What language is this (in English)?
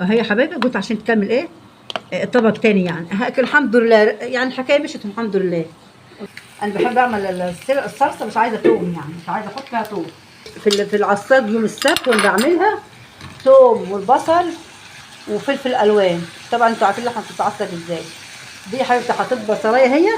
Egyptian Arabic